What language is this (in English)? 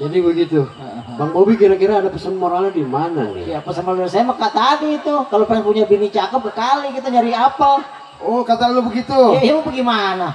Betawi